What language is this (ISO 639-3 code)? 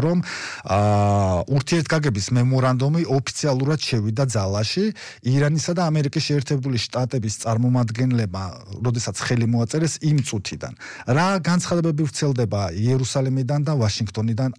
kat